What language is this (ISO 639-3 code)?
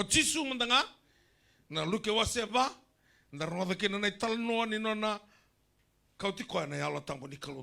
fij